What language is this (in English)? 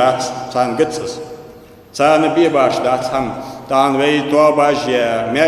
Ingush